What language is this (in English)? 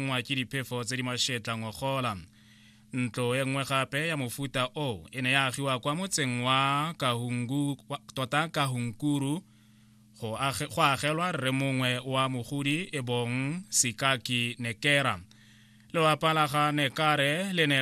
Tswana